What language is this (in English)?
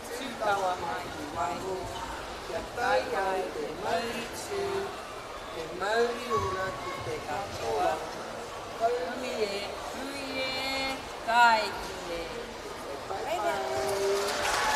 Māori